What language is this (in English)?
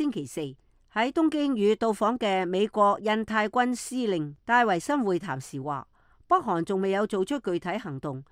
Cantonese